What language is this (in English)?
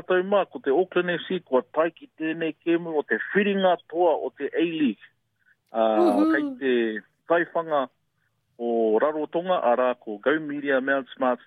Māori